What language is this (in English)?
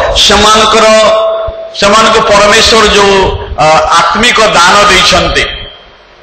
Odia